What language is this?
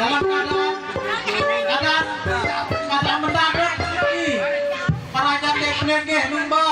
Sasak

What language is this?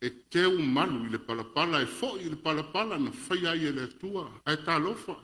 Samoan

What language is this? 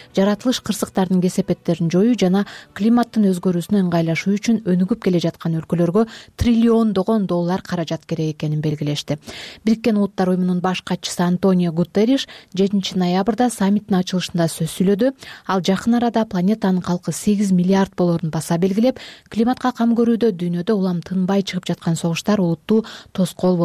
Kyrgyz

